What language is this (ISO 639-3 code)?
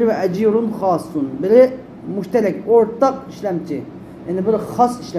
uig